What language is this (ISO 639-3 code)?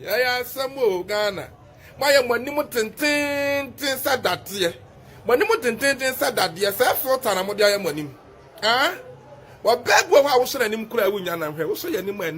aka